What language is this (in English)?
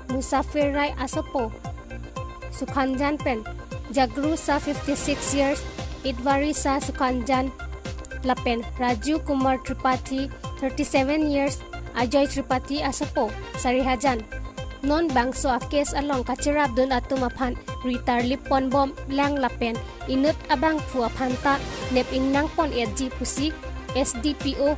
Karbi